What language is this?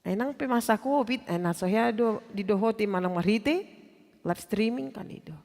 Batak Toba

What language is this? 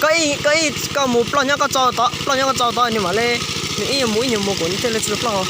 Hmong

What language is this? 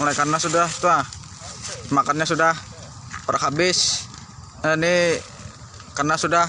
Banjar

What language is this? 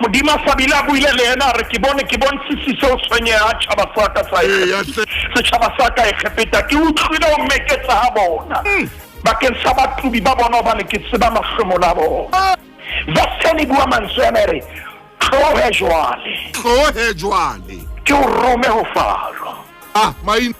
Southern Sotho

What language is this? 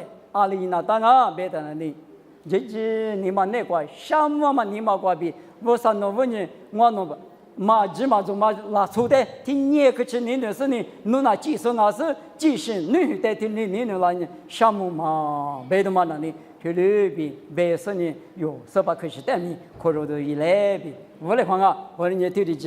Lisu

